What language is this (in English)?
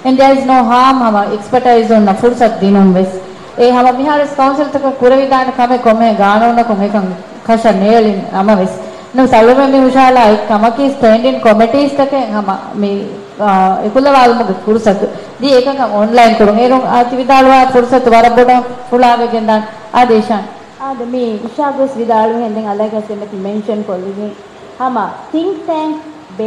Divehi